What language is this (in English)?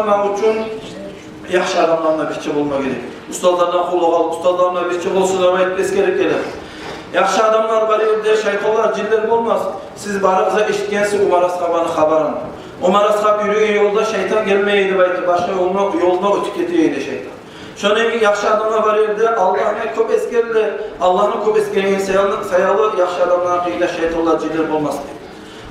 Kumyk